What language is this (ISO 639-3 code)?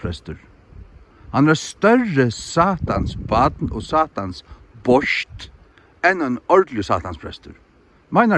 fao